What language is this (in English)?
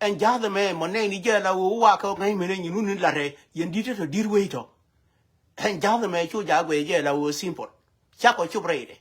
Nuer